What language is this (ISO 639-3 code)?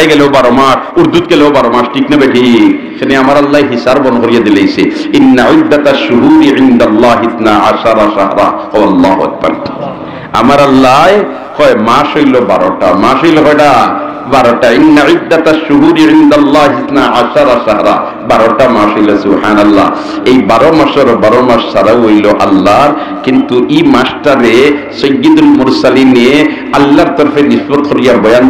syl